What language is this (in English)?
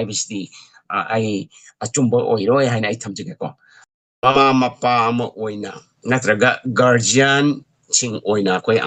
Manipuri